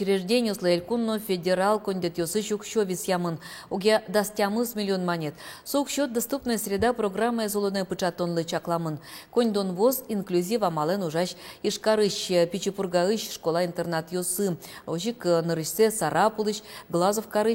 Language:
Udmurt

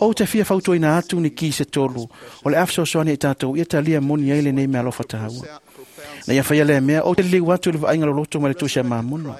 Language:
Samoan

